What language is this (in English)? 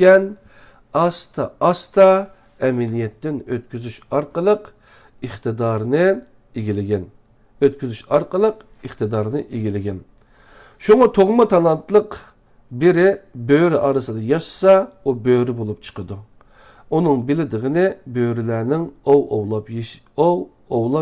Uyghur